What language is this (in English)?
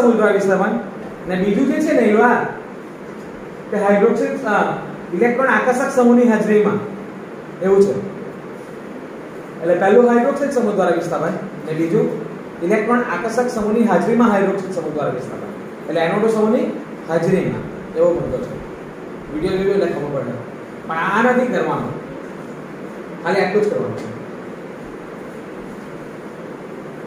Gujarati